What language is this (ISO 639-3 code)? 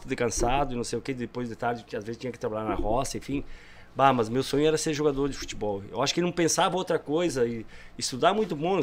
por